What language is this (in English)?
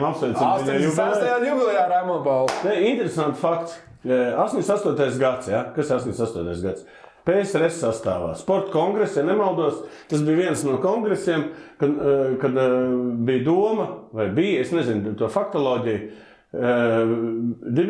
Latvian